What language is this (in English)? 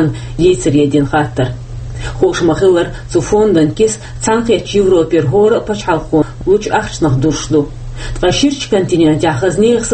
Chechen